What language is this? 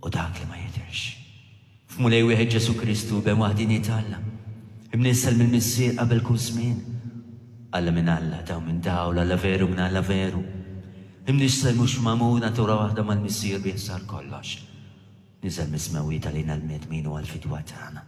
Maltese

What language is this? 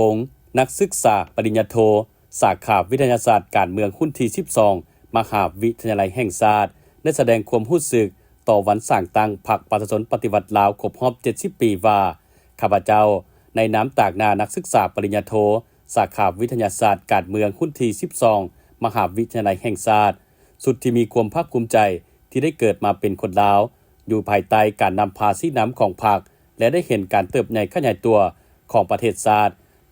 Lao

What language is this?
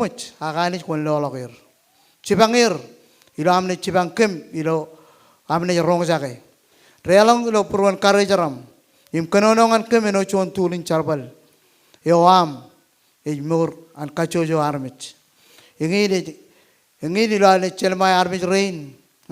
Marshallese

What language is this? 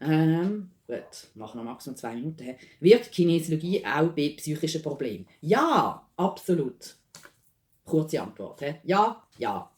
Swiss German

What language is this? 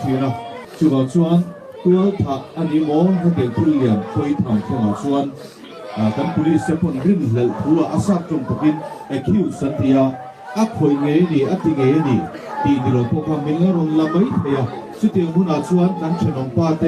Mizo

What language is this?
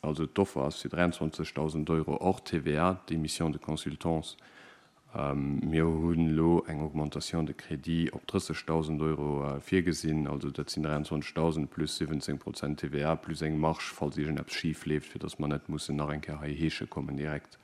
Luxembourgish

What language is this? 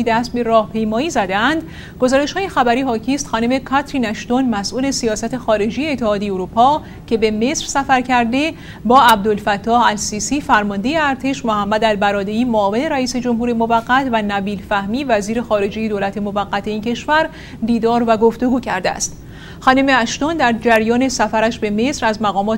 Persian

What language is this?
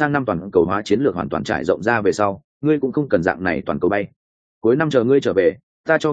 Vietnamese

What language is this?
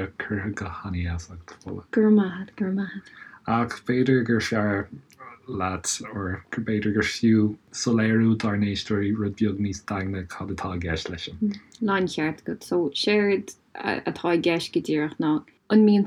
Irish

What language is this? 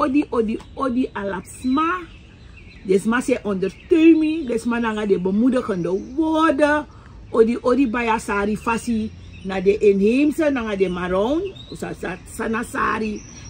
Sranan Tongo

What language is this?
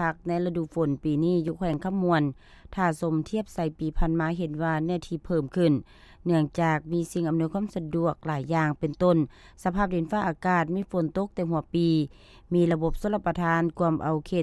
Lao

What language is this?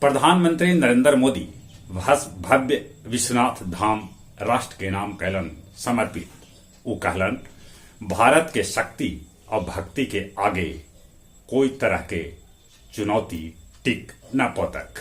Magahi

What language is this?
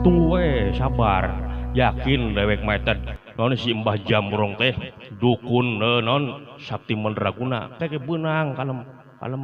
Sundanese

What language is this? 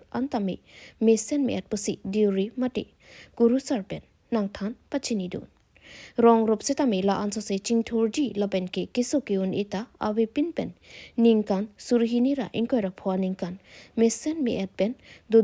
Karbi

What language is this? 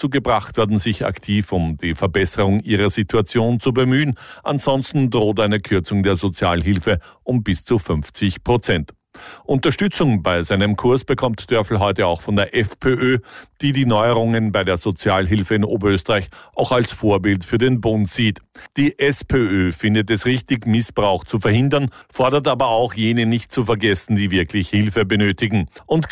German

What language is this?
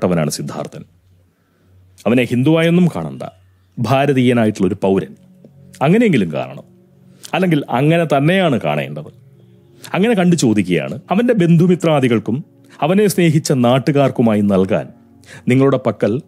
Malayalam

